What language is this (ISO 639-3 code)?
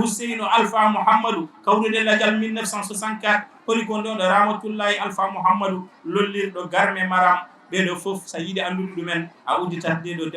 ful